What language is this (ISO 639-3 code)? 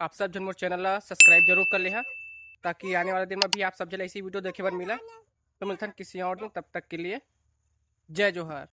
hne